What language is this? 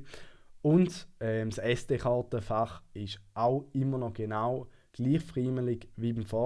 Swiss German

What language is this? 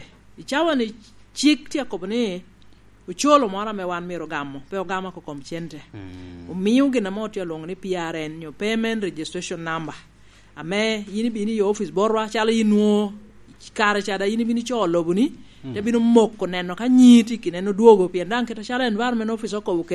Lango (Uganda)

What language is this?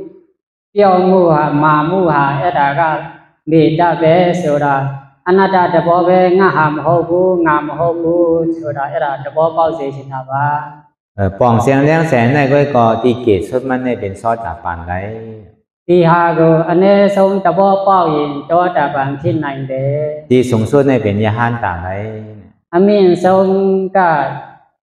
Shan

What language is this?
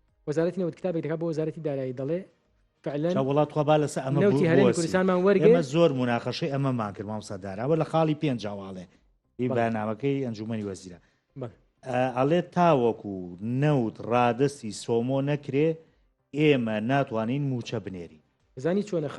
Central Kurdish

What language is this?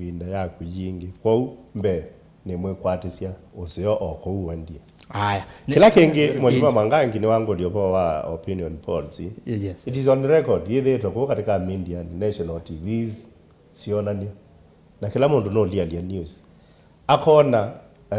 Kamba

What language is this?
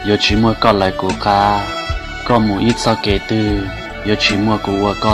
Hmong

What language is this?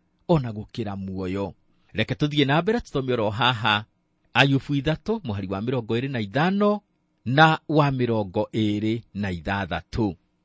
Kikuyu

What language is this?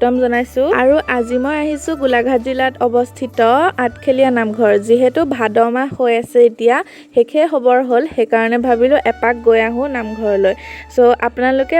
Assamese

